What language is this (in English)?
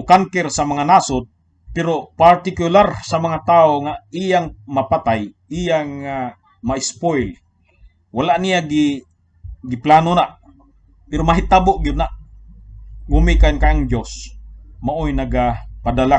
Cebuano